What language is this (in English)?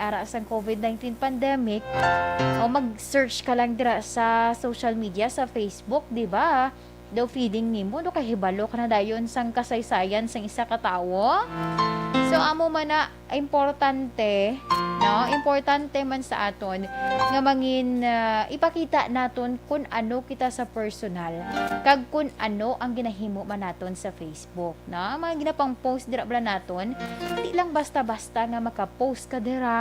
Hiligaynon